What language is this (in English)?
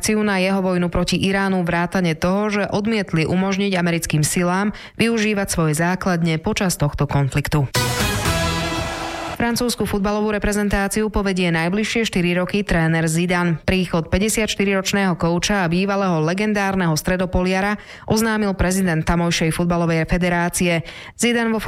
Slovak